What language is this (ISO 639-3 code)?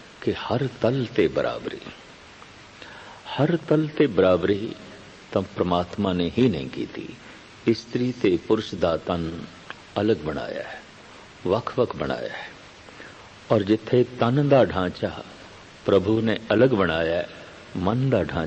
pan